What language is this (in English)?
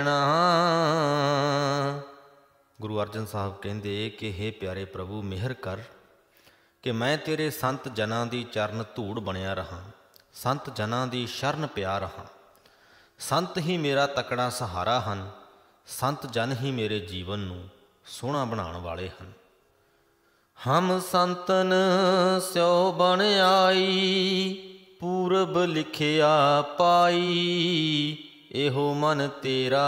Punjabi